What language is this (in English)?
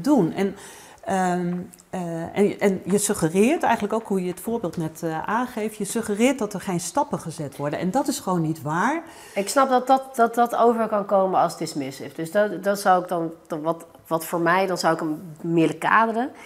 Dutch